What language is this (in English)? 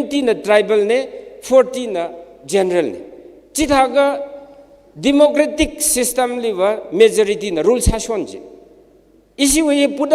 Tangkhul Naga (India)